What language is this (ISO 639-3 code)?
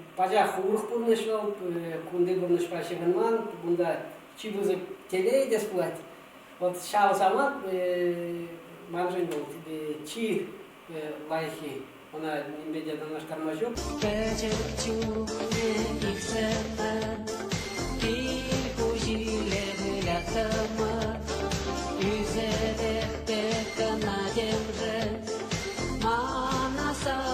chv